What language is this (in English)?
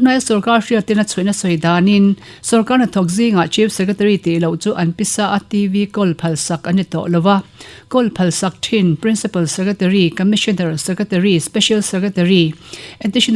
Mizo